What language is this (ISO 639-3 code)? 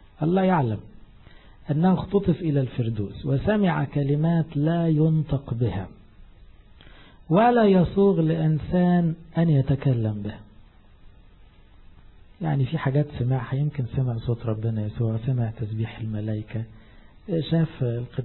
arz